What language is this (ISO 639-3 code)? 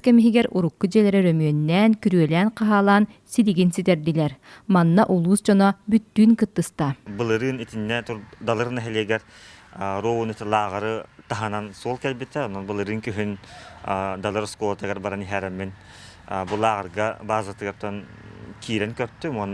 sah